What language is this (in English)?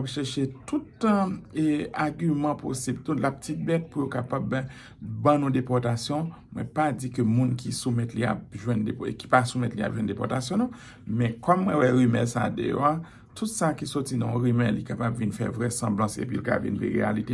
Haitian Creole